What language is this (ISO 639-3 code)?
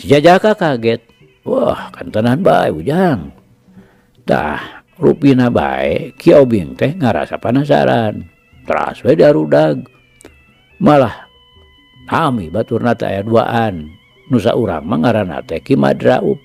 sun